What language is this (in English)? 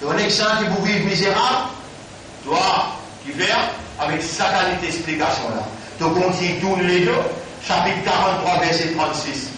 Morisyen